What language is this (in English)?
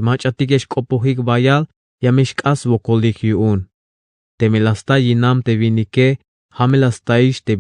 Tzeltal